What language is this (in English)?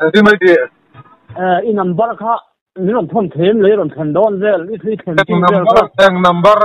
Mizo